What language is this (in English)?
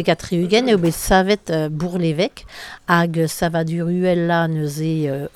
Breton